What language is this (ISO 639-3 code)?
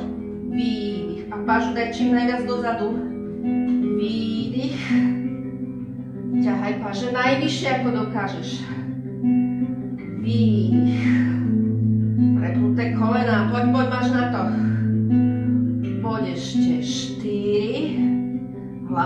slk